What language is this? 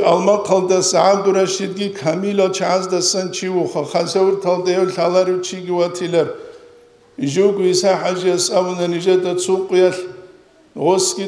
Avaric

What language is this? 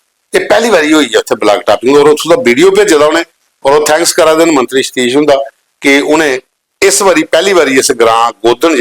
Dogri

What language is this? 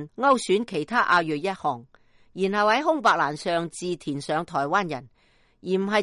Cantonese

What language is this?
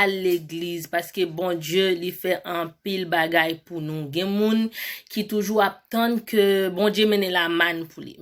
Haitian Creole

